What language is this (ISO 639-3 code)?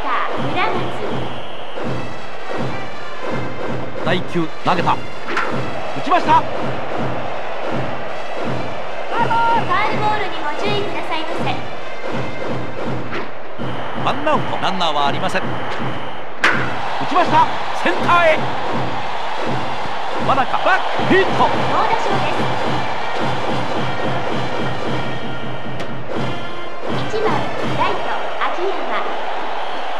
jpn